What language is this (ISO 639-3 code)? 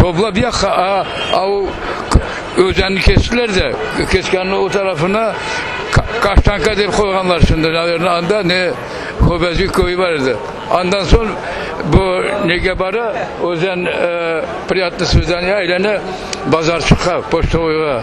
crh